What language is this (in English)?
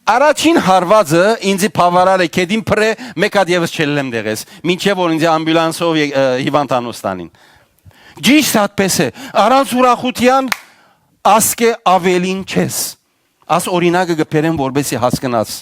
Western Armenian